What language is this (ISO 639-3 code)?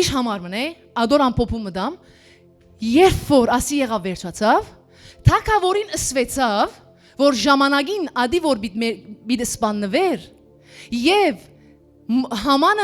hyw